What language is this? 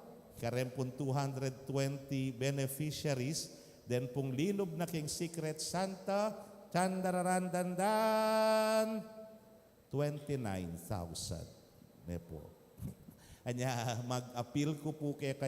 Pampanga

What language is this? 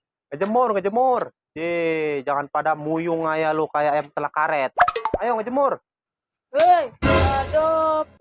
Betawi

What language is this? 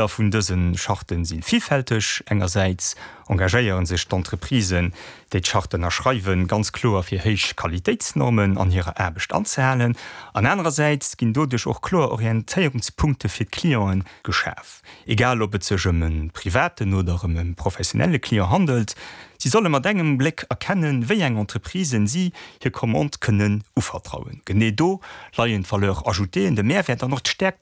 Luxembourgish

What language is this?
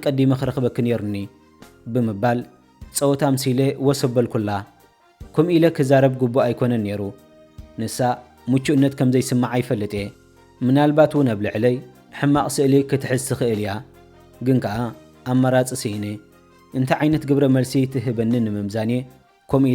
Tigrinya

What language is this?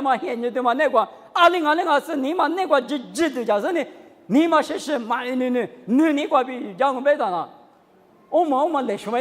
Lisu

